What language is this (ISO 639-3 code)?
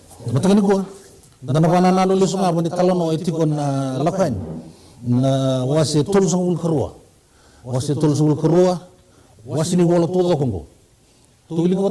fij